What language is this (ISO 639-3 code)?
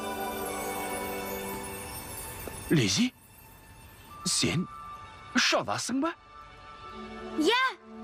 kaz